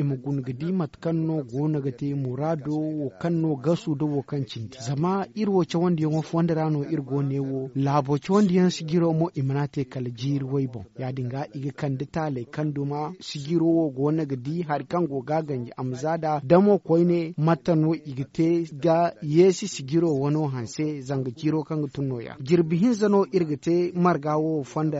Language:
Zarma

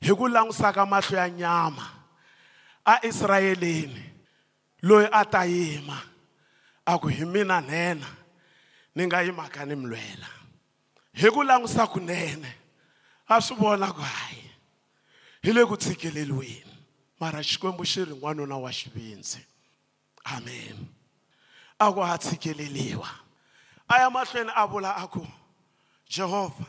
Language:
Tsonga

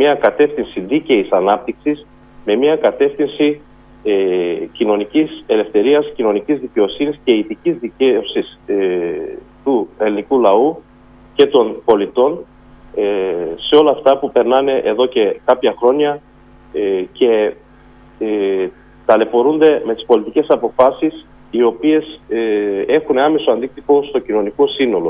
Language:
Greek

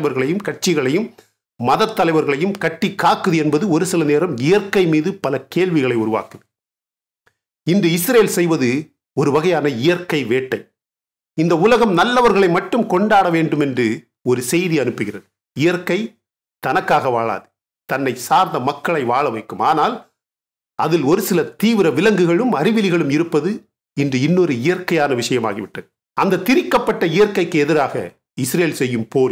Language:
Tamil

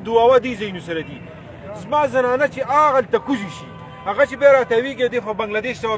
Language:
Pashto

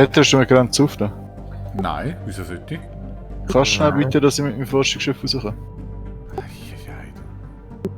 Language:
Swiss German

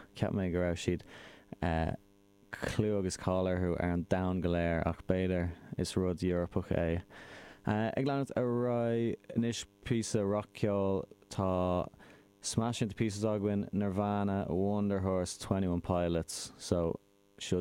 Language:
Irish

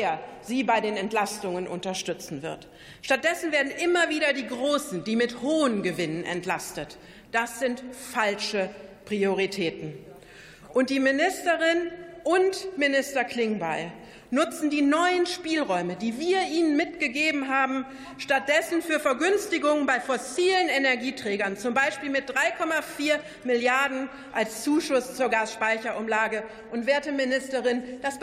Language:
German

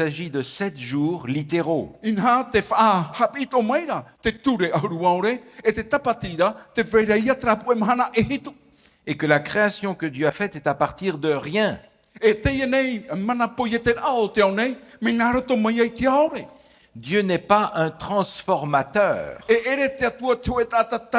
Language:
Tahitian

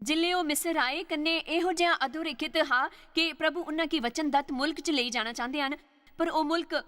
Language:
Dogri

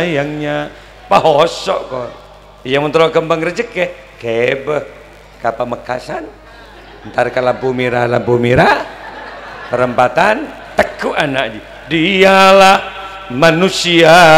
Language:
Madurese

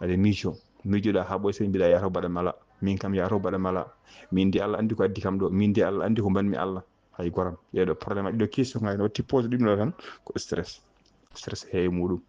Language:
Fula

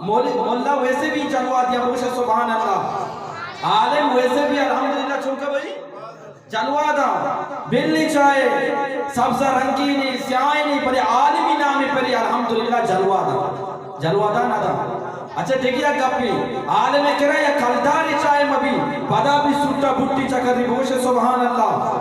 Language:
Eastern Balochi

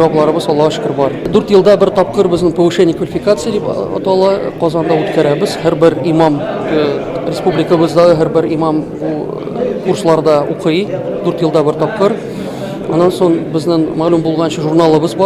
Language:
Tatar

